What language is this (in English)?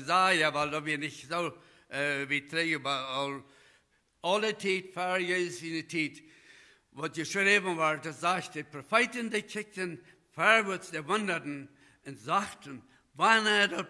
Plautdietsch